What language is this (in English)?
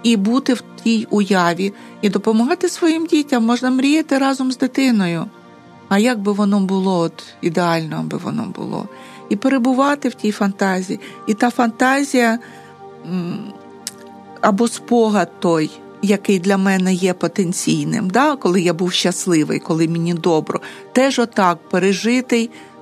Ukrainian